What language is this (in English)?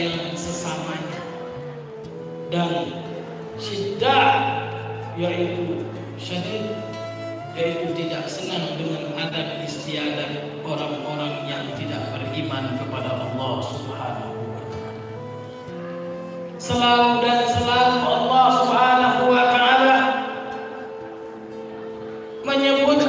Indonesian